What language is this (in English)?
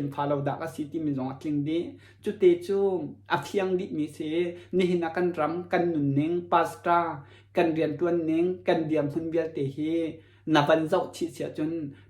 Hakha Chin